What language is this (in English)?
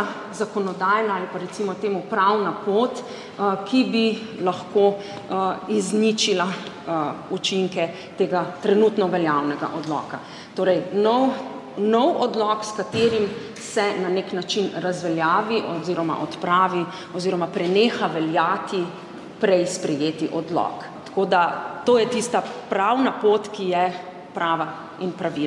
Slovenian